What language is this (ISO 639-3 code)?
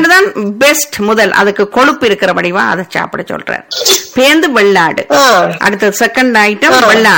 tam